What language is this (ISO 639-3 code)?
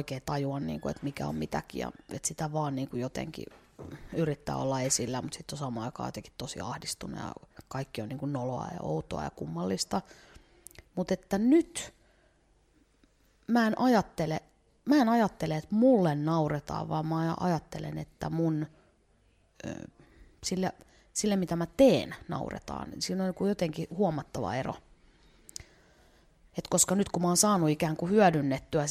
fin